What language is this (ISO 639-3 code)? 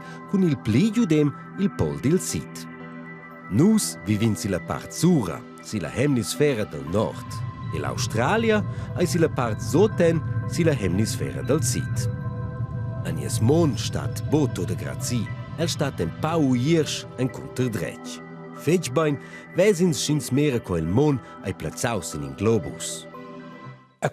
roh